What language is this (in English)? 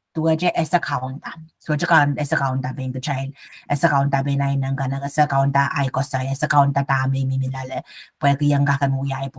Pohnpeian